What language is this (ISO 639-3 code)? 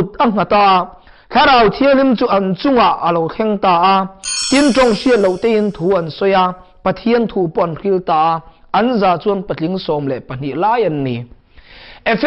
lus